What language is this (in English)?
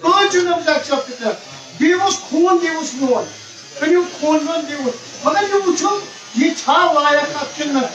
Kashmiri